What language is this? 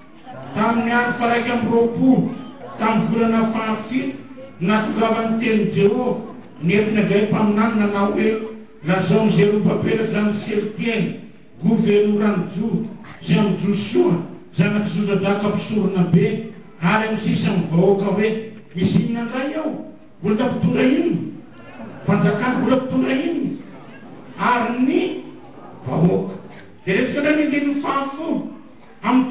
Malagasy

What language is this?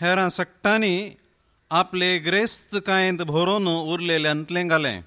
Konkani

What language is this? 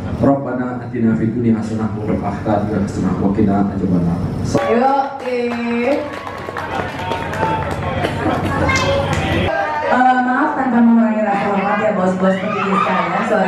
Indonesian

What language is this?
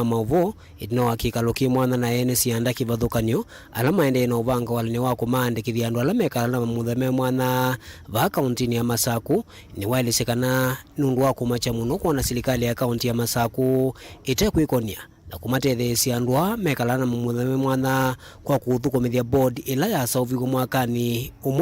Kamba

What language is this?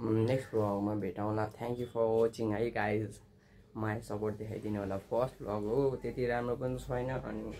Nepali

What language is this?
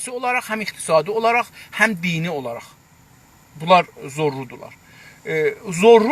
South Azerbaijani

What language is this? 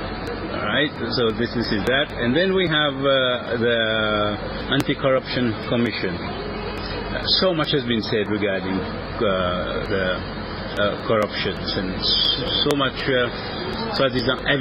Seselwa Creole French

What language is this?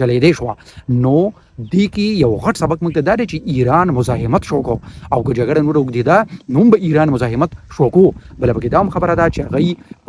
Pashto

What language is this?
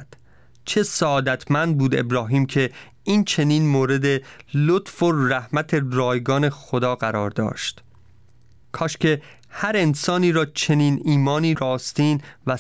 Persian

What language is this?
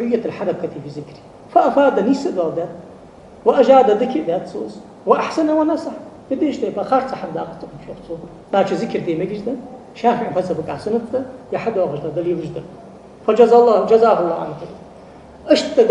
Ingush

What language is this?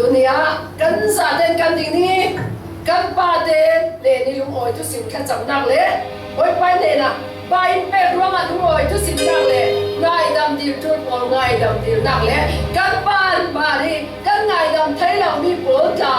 Falam Chin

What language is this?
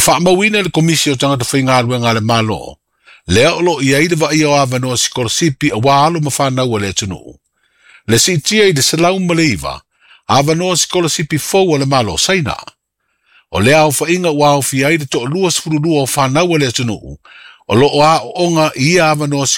Samoan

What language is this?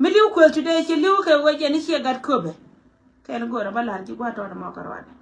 Nuer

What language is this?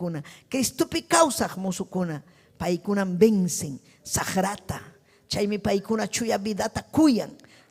Ayacucho Quechua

